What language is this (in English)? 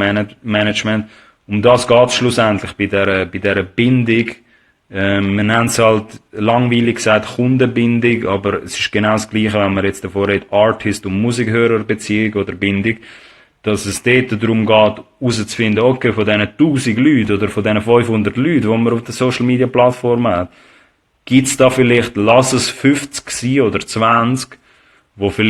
Swiss German